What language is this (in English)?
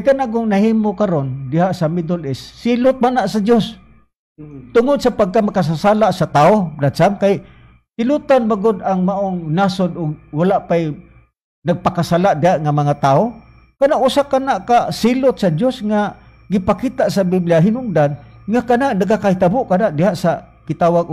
Cebuano